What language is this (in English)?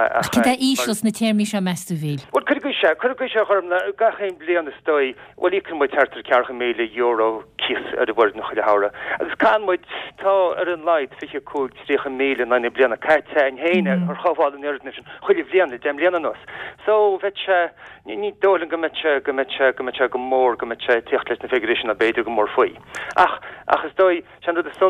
Irish